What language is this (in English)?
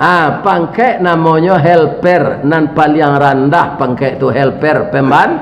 Minangkabau